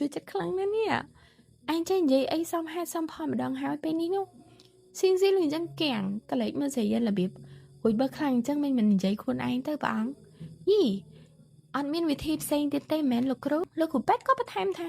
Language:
Khmer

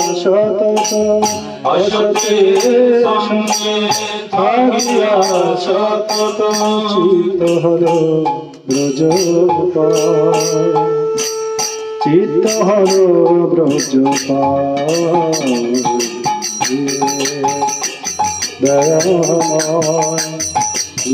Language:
Bangla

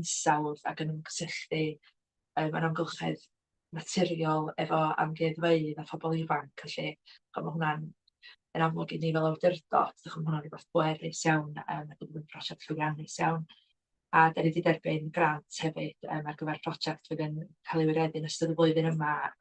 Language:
Welsh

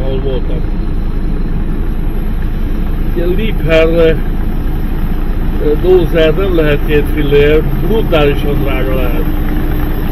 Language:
Hungarian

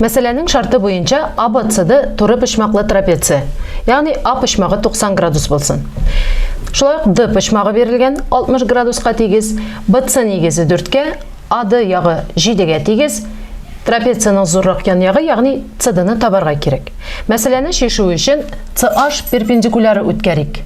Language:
Tatar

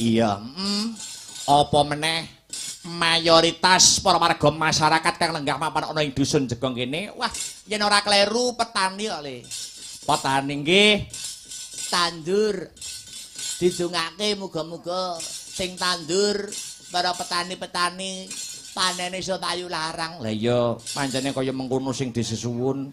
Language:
Javanese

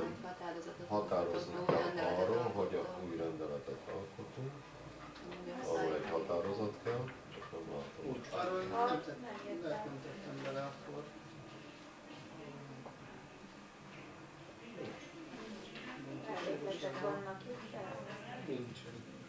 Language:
Hungarian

